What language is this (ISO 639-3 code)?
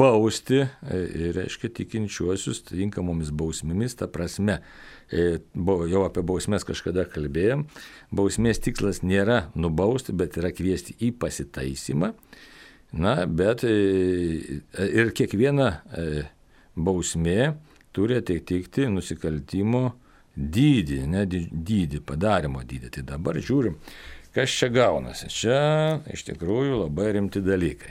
lit